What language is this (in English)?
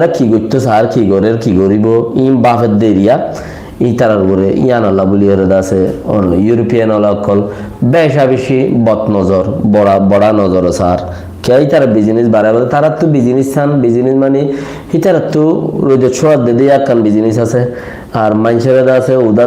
Rohingya